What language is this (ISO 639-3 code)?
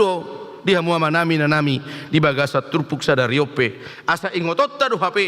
bbc